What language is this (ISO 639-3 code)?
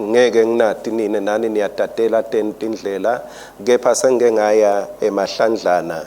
ssw